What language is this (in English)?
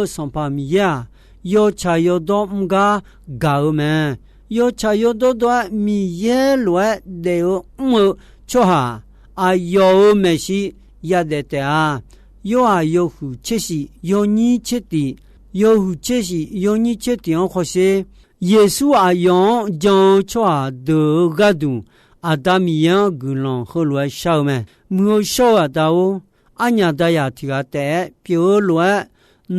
Akha